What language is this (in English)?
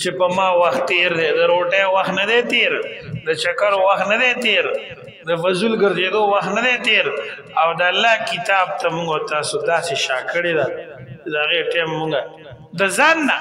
Pashto